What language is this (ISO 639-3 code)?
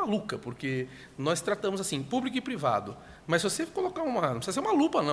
por